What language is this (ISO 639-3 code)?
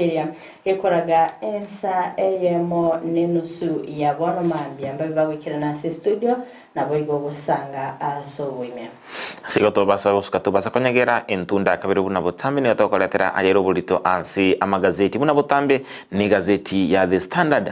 guz